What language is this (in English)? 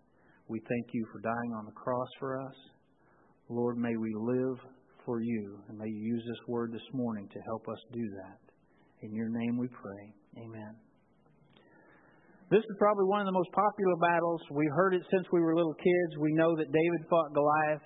English